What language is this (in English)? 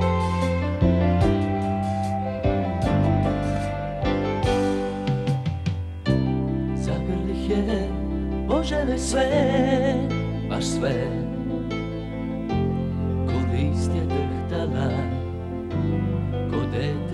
Serbian